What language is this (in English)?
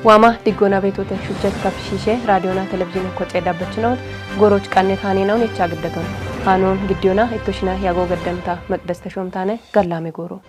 Kafa